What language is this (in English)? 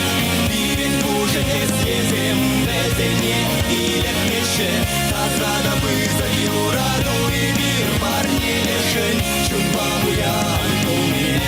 Chuvash